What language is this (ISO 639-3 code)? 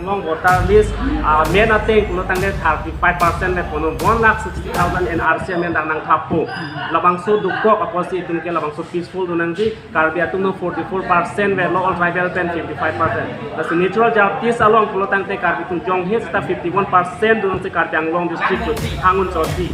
mjw